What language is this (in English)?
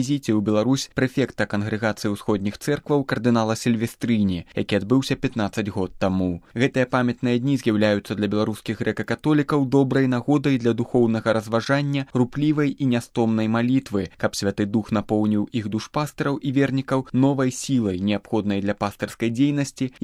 Belarusian